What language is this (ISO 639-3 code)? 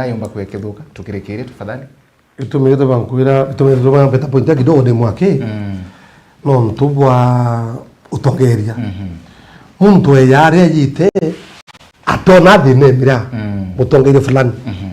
mer